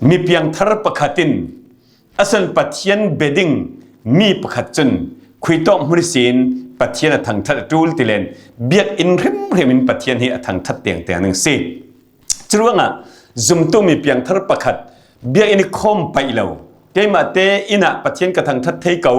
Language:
Falam Chin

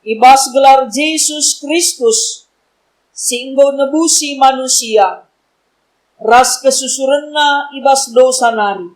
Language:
Batak Karo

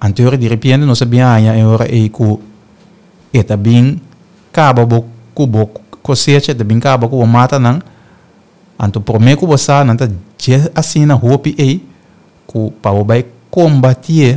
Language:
Papiamento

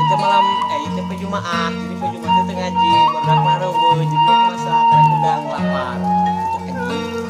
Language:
Sundanese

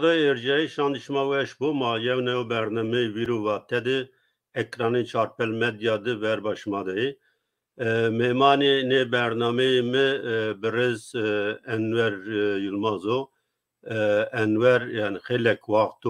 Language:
Zaza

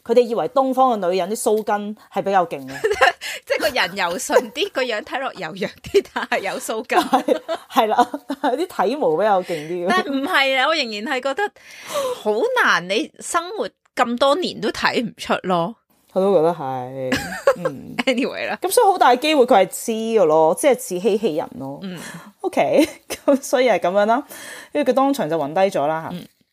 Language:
Cantonese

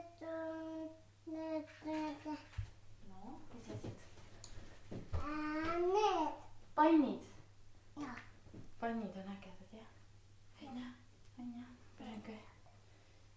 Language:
Estonian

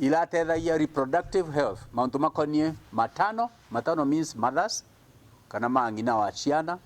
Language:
Meru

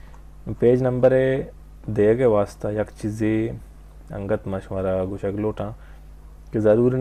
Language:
Baluchi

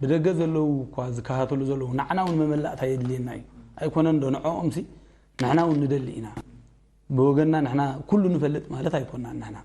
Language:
Tigrinya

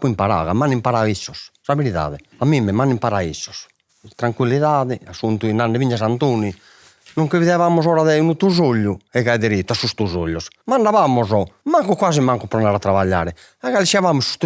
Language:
Sardinian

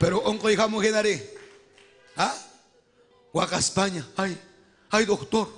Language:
Ayacucho Quechua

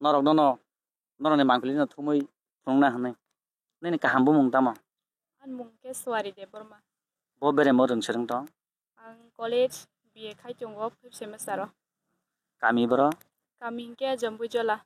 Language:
Kok Borok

